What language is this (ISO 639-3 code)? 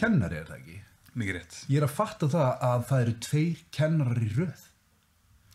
isl